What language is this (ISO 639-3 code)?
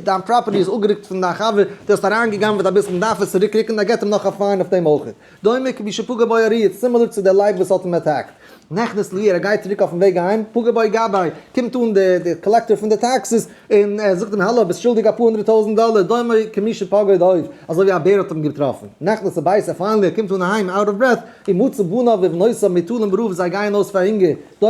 yid